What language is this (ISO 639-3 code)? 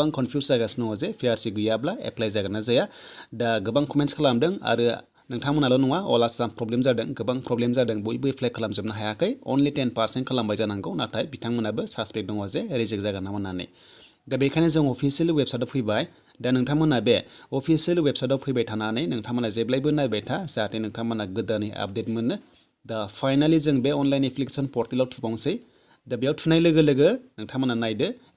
brx